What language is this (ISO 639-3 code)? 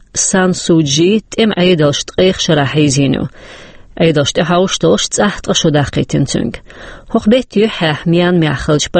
che